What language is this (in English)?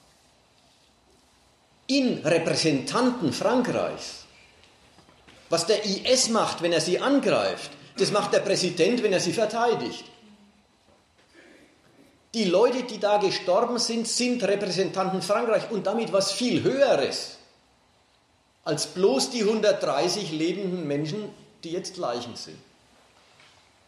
German